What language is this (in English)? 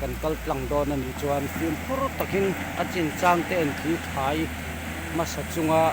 Mizo